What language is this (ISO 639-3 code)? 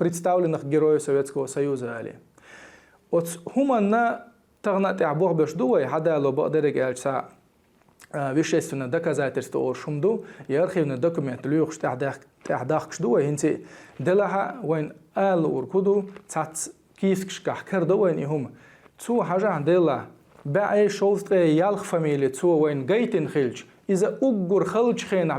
che